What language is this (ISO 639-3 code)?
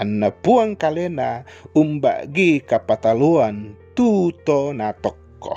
sda